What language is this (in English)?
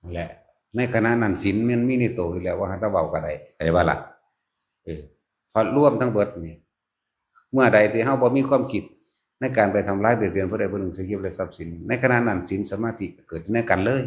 Northeastern Thai